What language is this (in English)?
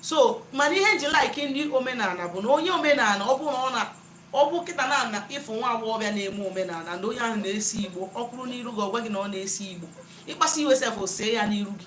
Igbo